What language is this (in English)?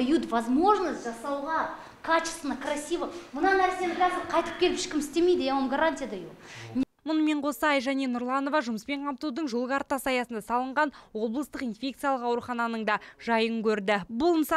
Kazakh